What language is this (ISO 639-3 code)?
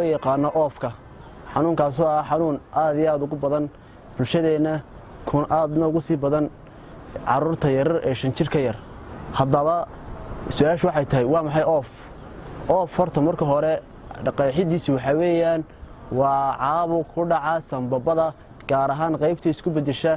som